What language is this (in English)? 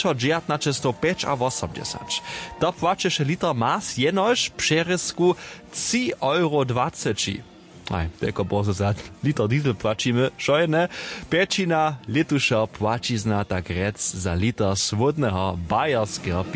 Upper Sorbian